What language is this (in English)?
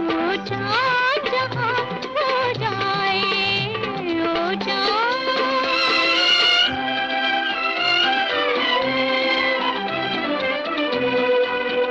Hindi